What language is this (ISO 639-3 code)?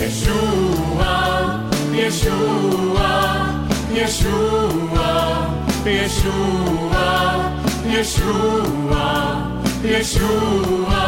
est